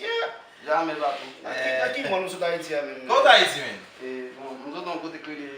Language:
Haitian Creole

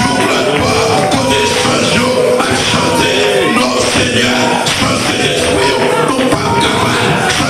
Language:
Haitian Creole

